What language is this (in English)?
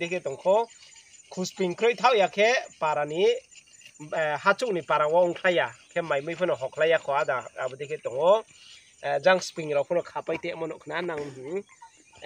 Riang (India)